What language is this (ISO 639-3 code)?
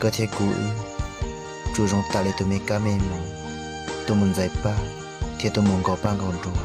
hmn